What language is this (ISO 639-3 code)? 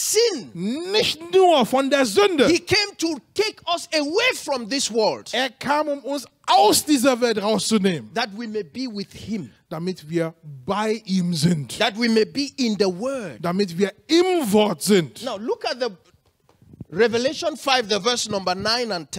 deu